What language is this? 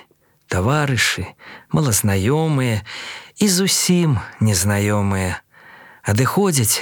Belarusian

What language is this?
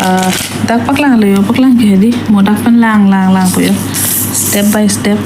Karbi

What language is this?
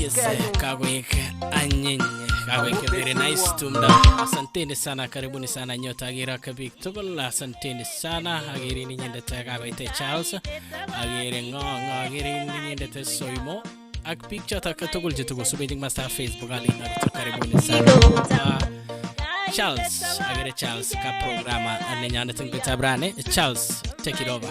Kalenjin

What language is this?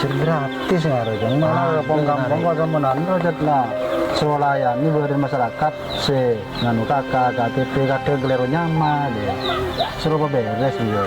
Madurese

